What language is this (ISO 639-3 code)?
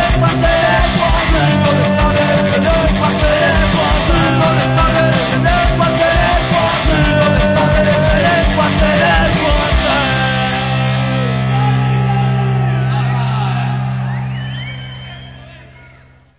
eus